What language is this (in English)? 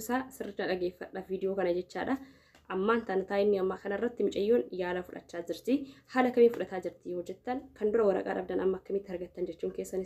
Oromo